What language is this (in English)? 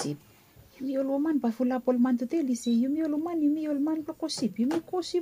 Bislama